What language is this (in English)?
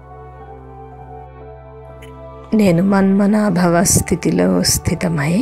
Telugu